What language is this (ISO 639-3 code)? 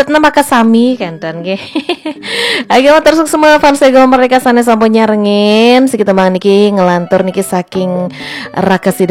ban